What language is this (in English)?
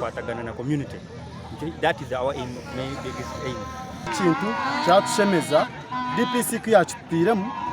Nyankole